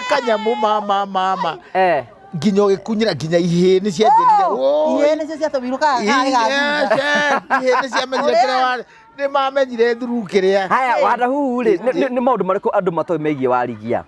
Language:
Kikuyu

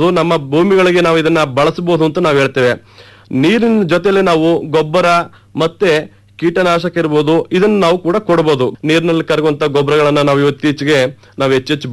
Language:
Kannada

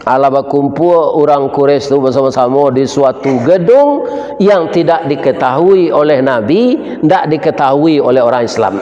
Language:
Minangkabau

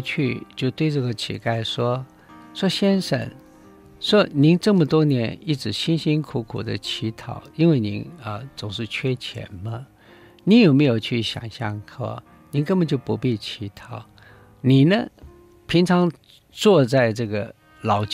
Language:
Chinese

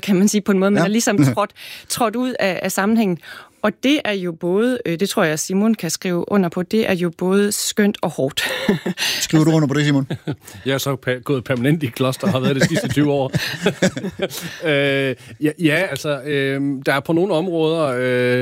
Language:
Danish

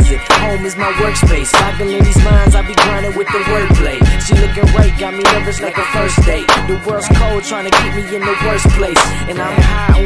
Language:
English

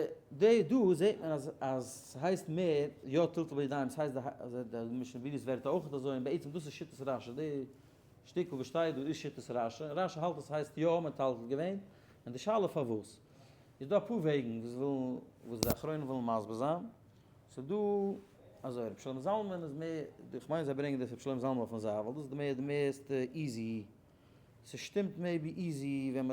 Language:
Yiddish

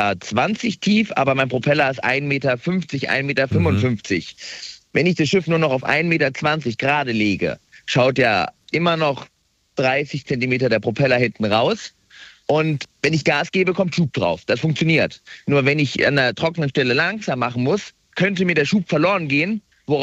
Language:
German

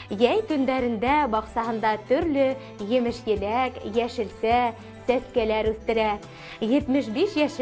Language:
Bashkir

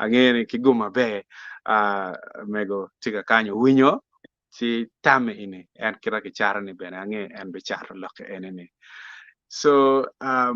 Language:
Acoli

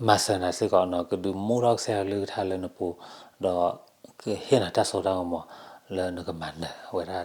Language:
S'gaw Karen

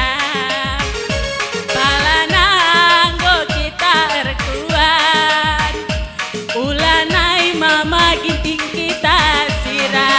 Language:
Batak Karo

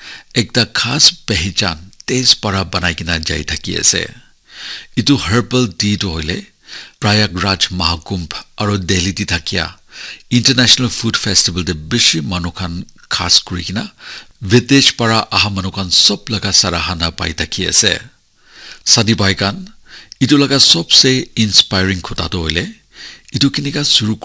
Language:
Naga Pidgin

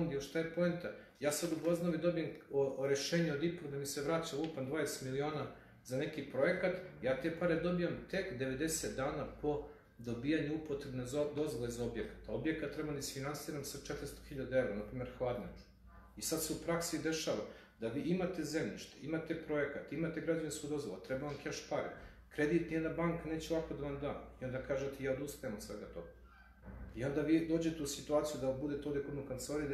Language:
Serbian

